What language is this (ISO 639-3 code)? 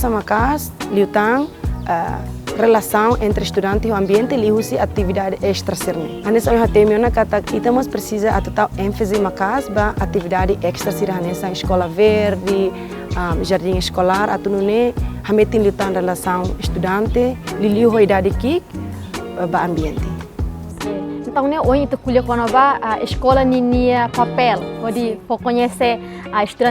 tet